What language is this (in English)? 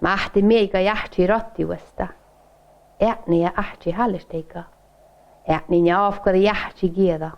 Northern Sami